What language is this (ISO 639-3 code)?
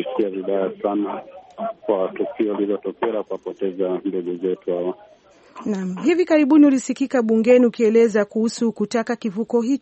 swa